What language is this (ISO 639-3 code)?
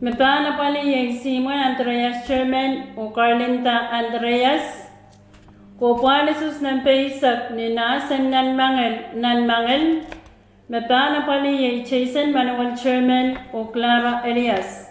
pon